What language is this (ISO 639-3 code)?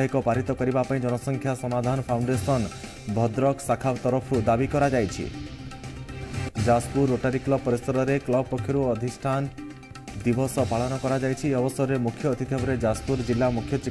ori